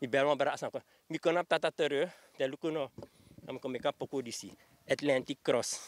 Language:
Sranan Tongo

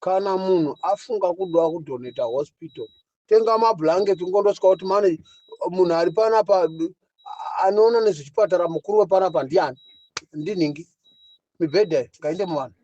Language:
Shona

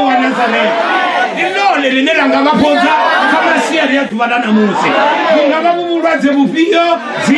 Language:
Venda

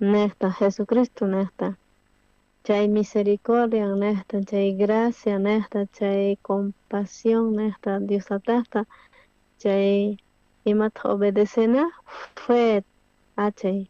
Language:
South Bolivian Quechua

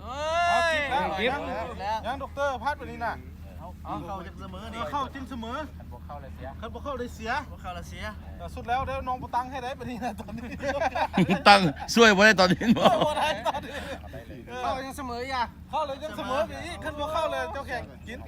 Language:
Lao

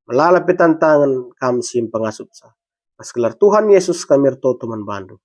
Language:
Batak Karo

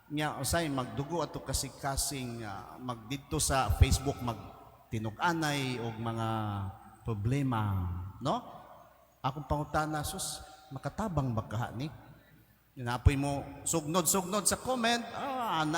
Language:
Cebuano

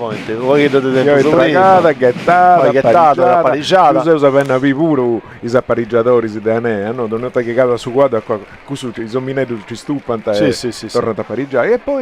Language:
Sardinian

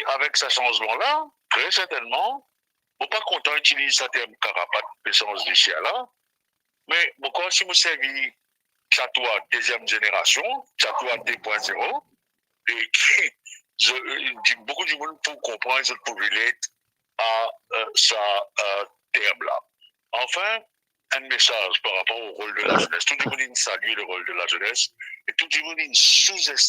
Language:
Morisyen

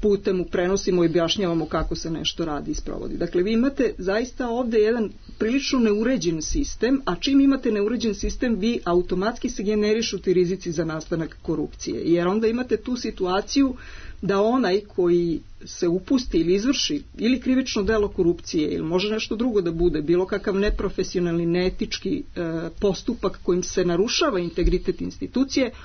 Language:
Serbian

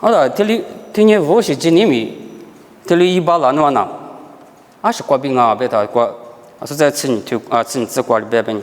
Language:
Lisu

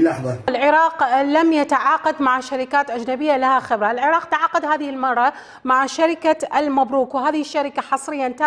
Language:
Mesopotamian Arabic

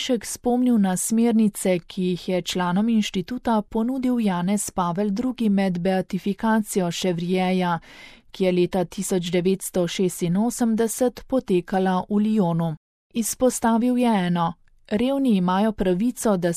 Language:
Slovenian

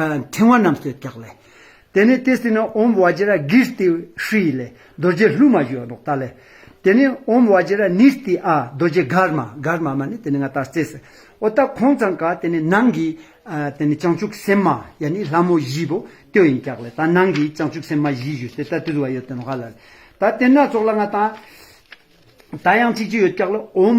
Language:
Ladakhi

